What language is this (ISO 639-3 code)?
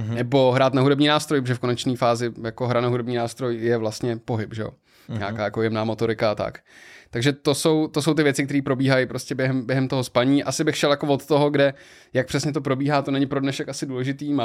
ces